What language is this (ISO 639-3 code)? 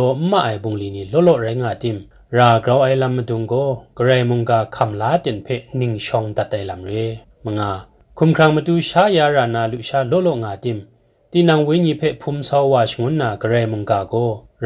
kac